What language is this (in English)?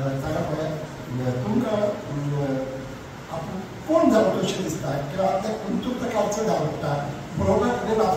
Konkani